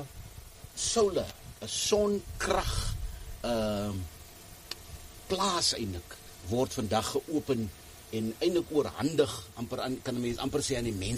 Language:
Afrikaans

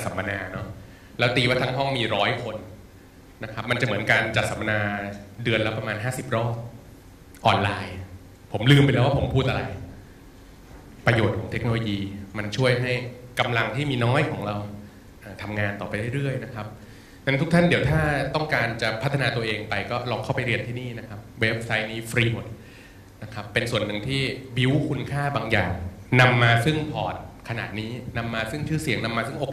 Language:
Thai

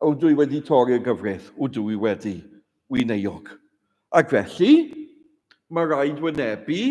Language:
Welsh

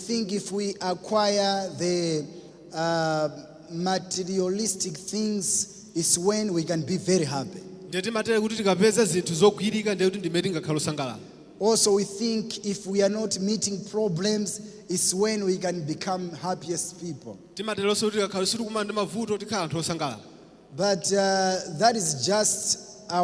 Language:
Nyanja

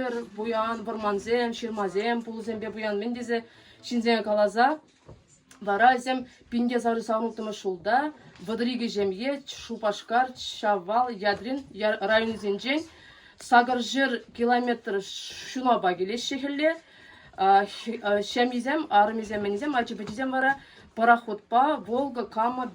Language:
Chuvash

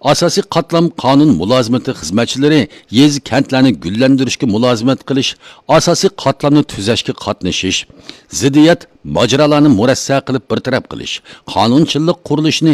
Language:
Uyghur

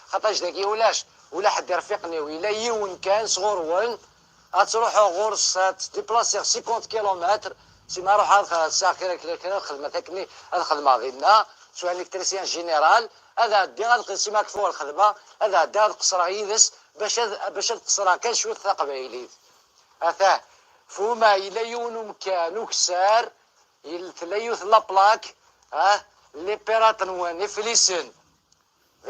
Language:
Kabyle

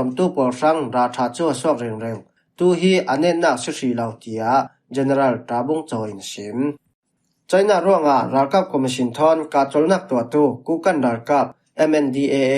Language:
Falam Chin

